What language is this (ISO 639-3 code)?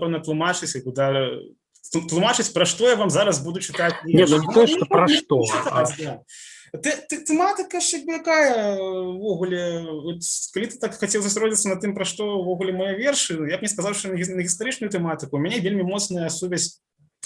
bel